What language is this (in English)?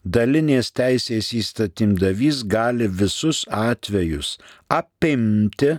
Lithuanian